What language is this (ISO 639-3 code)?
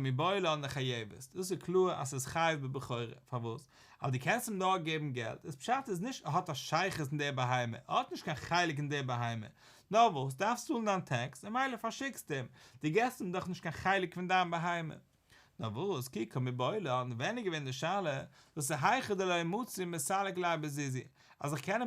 yid